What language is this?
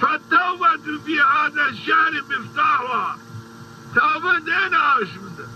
Zaza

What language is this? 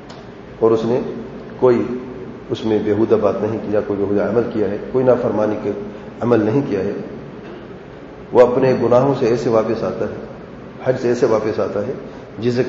Urdu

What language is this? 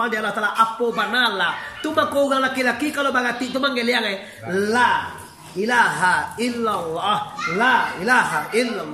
Minangkabau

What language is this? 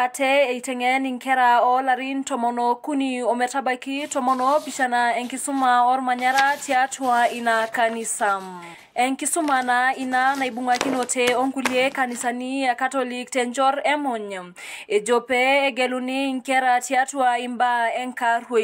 Masai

